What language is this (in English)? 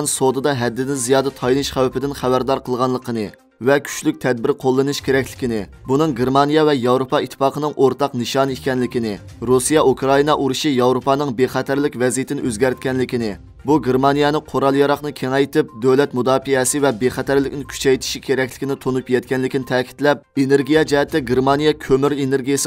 Uyghur